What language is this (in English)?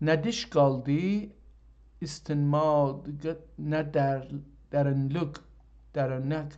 South Azerbaijani